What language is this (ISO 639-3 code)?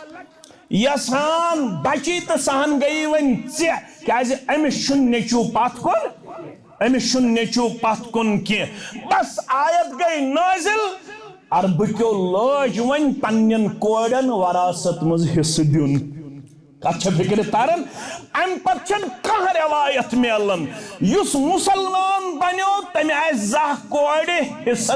kas